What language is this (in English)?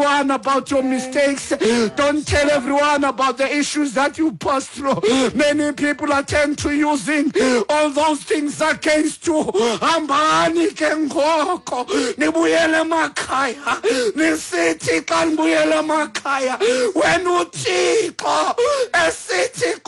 Xhosa